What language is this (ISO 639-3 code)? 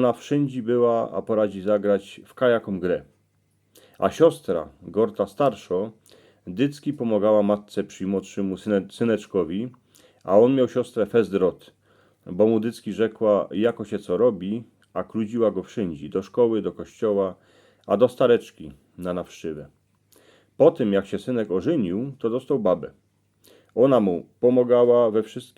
szl